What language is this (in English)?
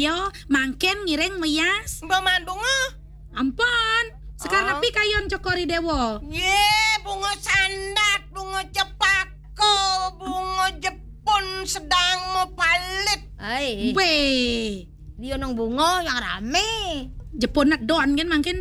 Balinese